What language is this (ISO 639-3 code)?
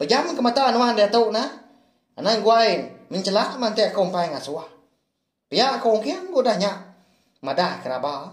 iba